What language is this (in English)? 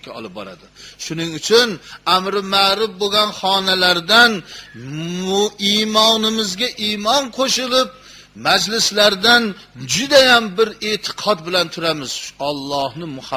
Uzbek